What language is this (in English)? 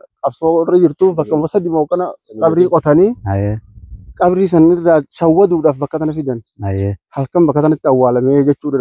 Oromo